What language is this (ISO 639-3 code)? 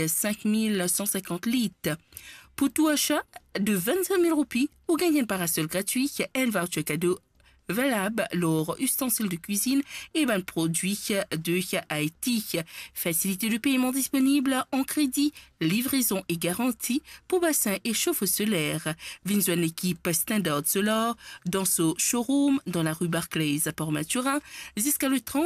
mfe